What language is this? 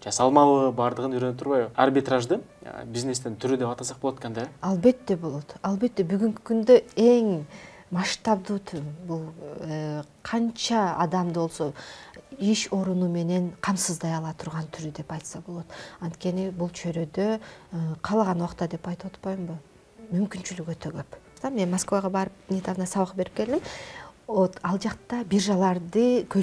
Kyrgyz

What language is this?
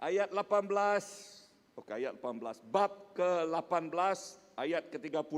Iban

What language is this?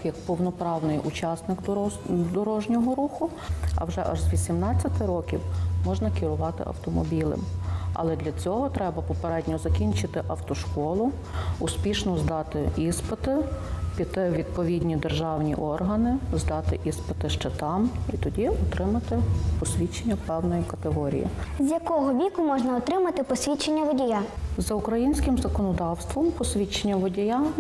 Ukrainian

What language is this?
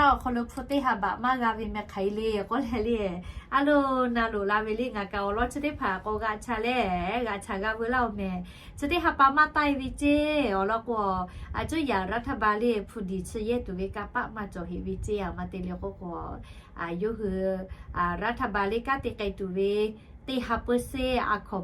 Lahu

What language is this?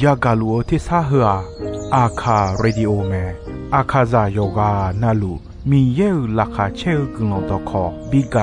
Akha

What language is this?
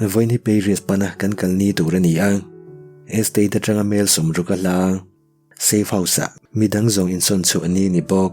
Mizo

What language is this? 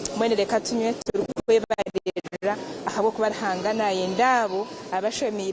Nyankole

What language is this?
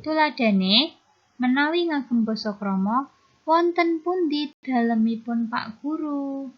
Javanese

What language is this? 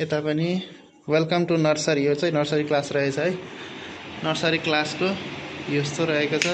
Nepali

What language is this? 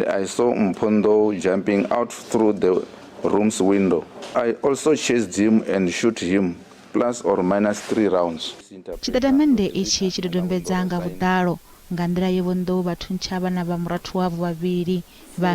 Venda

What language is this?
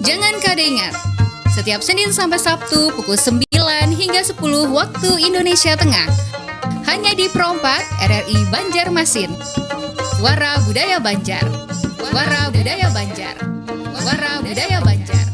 Banjar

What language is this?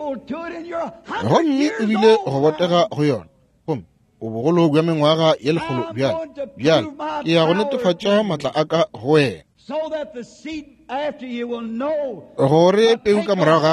Northern Sotho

